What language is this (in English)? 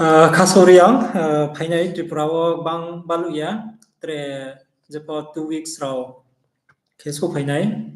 Riang (India)